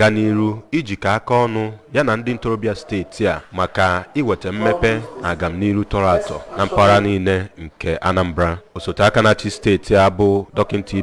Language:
Igbo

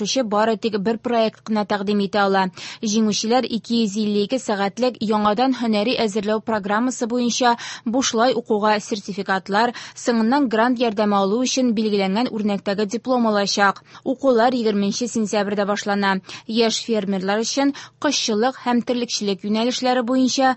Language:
Tatar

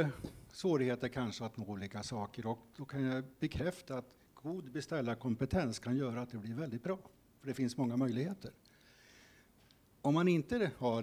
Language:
Swedish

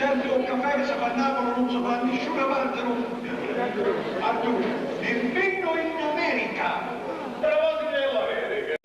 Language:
Neapolitan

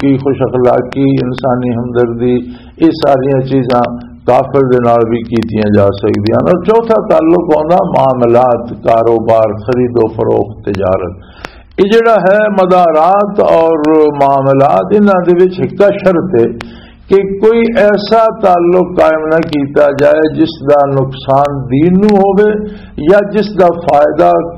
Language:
Western Panjabi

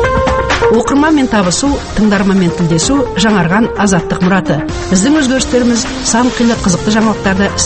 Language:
Kazakh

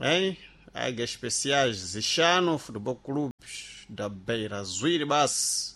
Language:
Sena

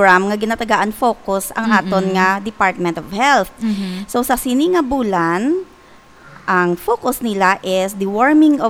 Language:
Hiligaynon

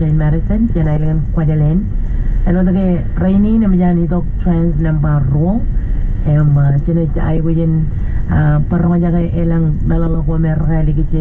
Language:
Marshallese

